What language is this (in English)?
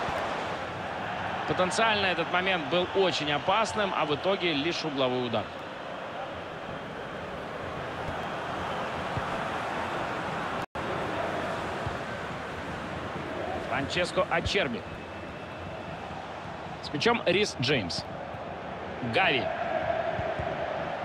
Russian